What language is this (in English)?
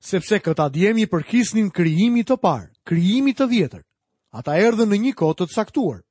Albanian